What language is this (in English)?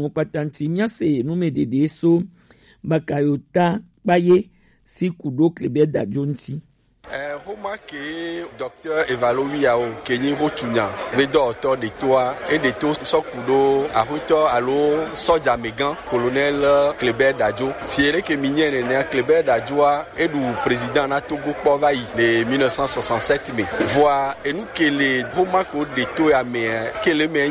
Gen